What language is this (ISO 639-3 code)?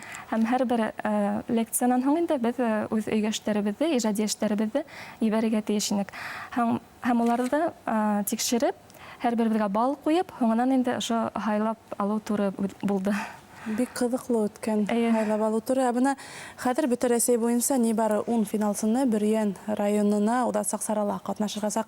bak